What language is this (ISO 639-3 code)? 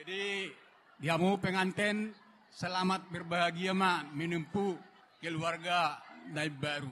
bbc